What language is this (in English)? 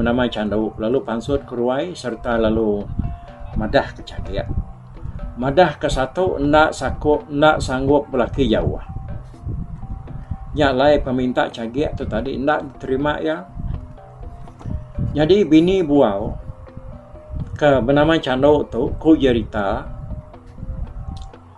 Iban